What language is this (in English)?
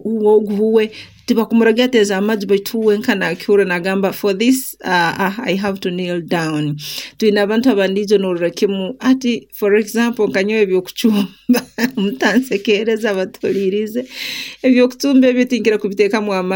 Nyoro